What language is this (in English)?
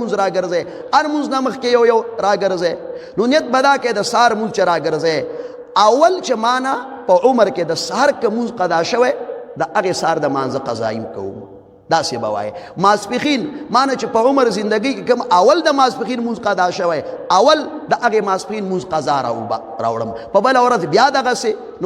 Pashto